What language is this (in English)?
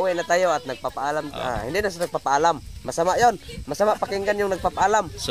Filipino